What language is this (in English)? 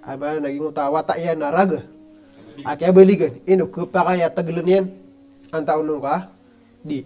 Maranao